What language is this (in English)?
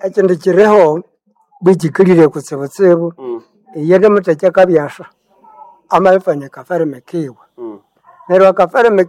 Nande